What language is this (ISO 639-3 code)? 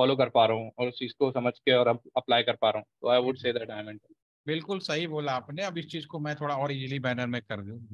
hin